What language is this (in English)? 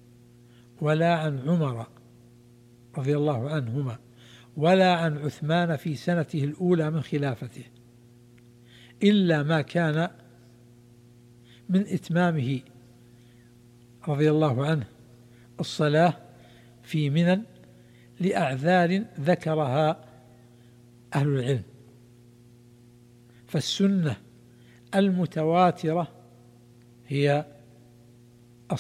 Arabic